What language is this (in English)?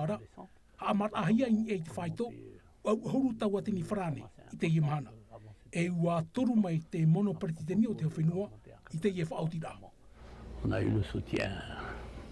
Tahitian